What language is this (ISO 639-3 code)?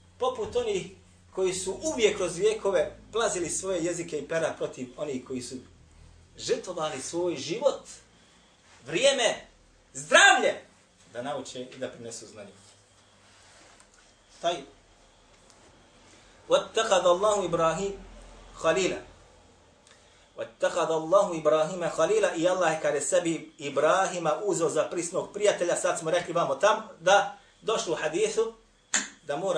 bos